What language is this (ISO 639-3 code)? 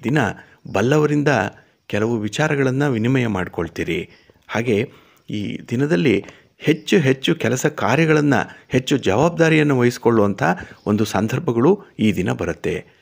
kan